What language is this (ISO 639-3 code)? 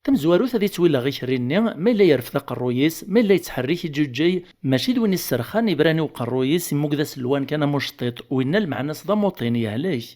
kab